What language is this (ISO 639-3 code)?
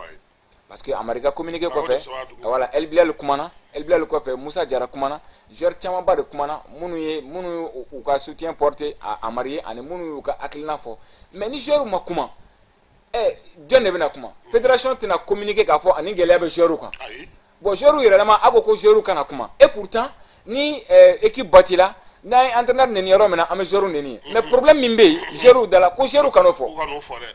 bam